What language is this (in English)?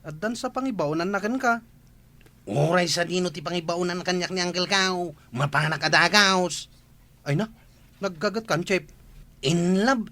Iloko